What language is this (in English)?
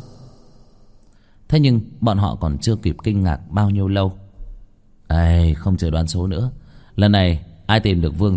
Vietnamese